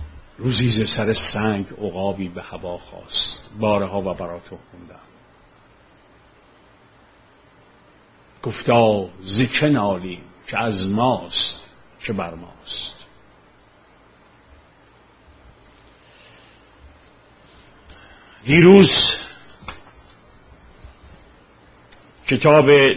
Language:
Persian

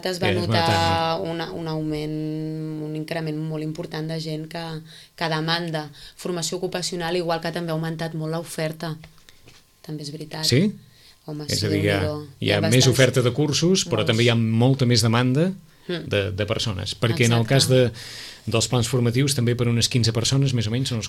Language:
Catalan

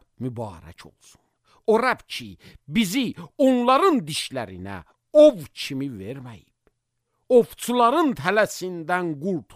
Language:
Azerbaijani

